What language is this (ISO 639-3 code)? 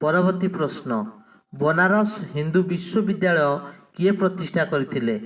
ori